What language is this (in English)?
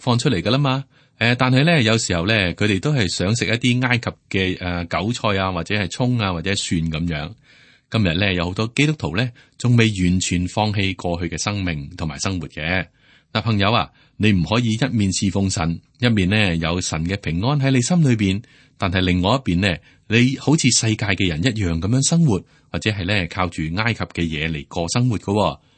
Cantonese